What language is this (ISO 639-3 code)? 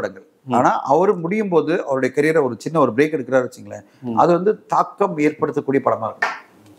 tam